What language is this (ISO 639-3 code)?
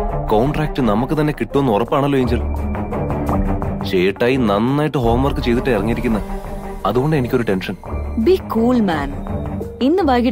mal